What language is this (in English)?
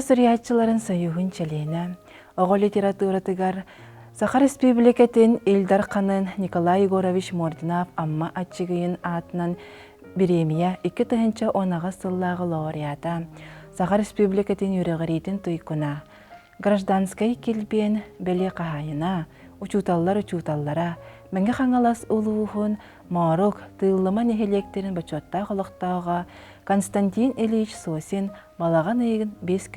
Yakut